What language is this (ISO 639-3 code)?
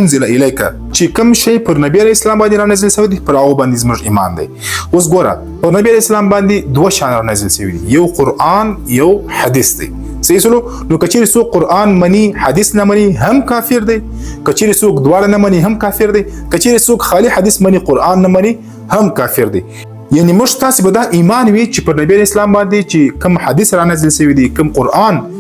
pus